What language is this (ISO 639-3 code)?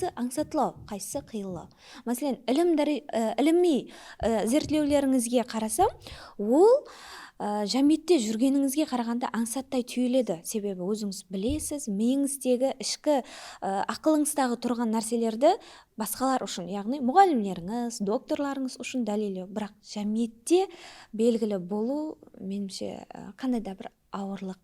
kaa